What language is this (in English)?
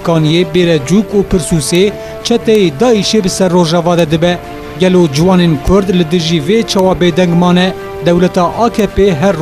Kurdish